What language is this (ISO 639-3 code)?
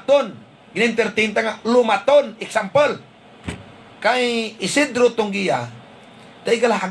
hil